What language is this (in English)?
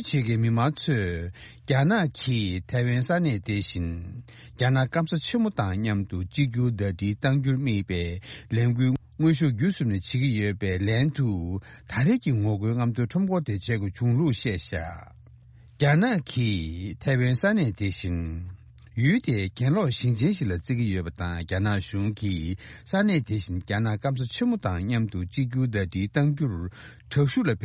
Tibetan